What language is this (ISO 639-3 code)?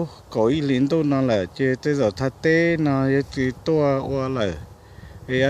hmn